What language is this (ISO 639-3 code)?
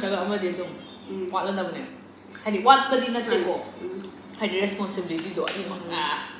mni